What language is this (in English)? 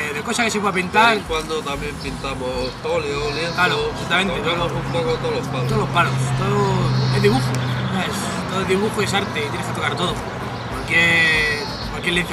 Spanish